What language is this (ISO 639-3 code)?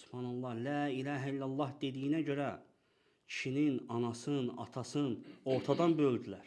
aze